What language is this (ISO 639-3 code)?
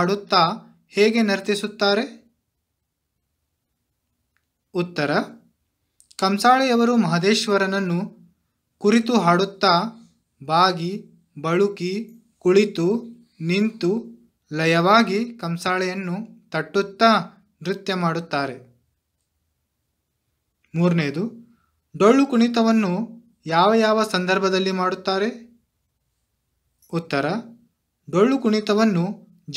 kan